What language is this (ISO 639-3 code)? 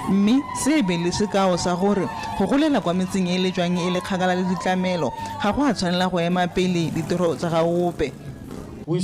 tsn